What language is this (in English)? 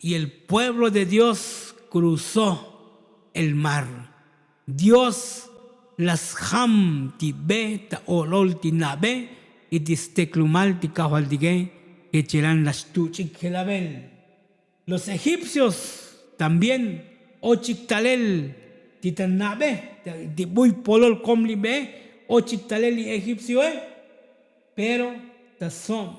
Tzotzil